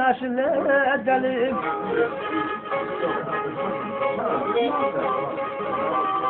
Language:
Turkish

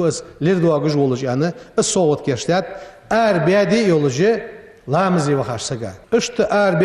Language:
Ingush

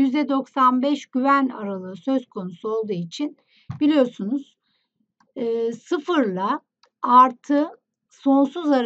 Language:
Turkish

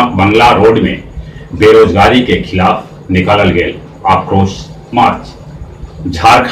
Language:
Magahi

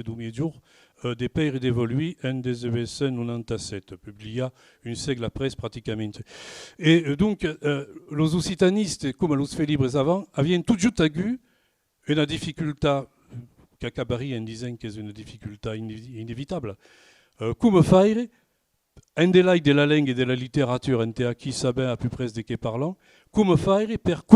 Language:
Occitan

